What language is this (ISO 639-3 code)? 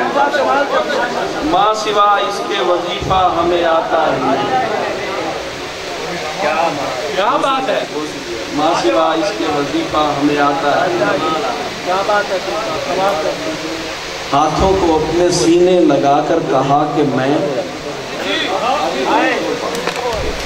urd